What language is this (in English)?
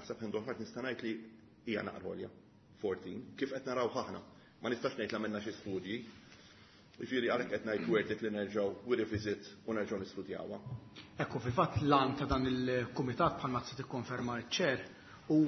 Maltese